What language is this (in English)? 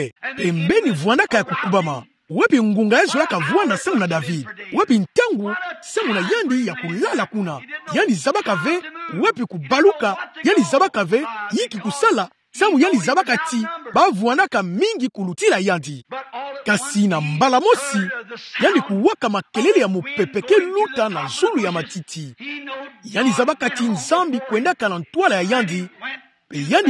Kituba (Democratic Republic of Congo)